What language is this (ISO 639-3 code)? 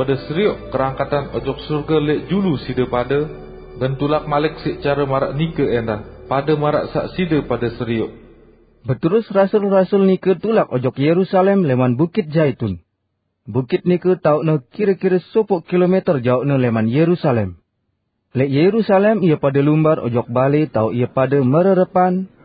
sas